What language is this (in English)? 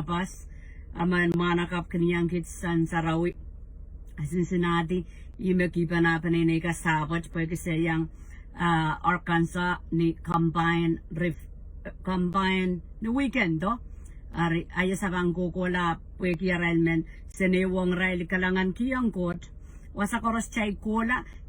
Pohnpeian